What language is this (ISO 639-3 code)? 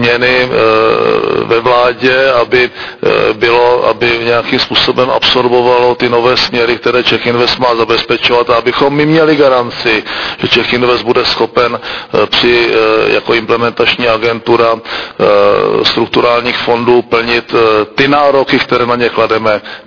ces